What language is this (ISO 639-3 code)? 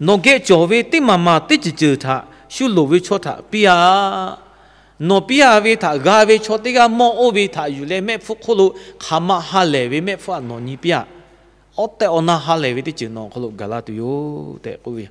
lhu